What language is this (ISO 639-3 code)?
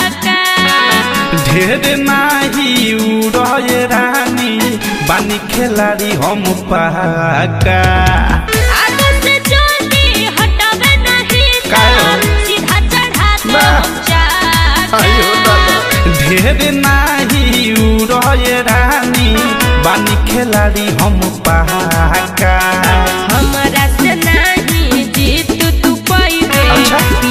bho